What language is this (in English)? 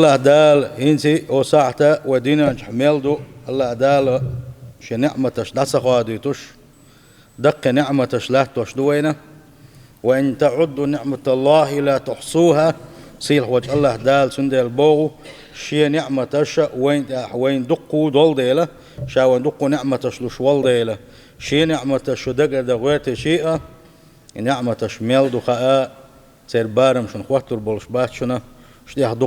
Chechen